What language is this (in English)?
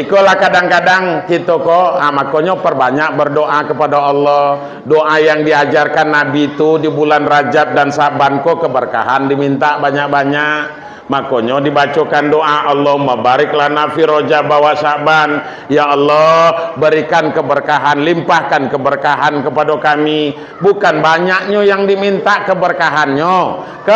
Minangkabau